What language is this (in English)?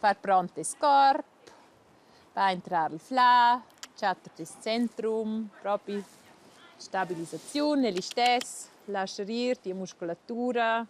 Romansh